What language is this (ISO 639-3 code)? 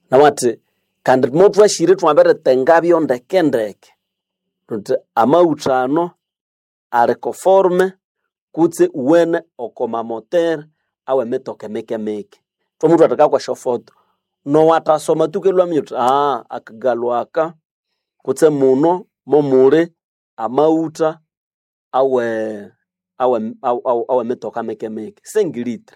nnb